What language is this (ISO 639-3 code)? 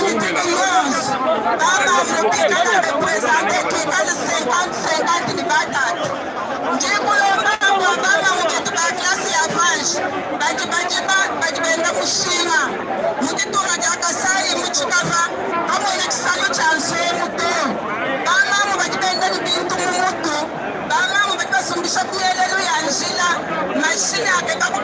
lua